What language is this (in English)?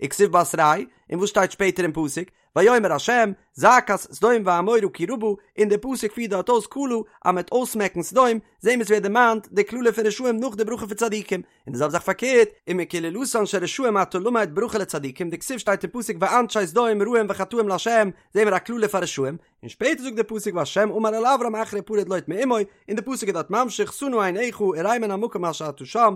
Yiddish